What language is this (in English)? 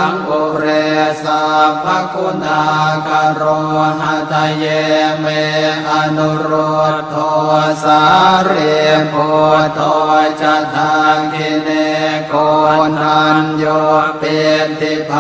Pali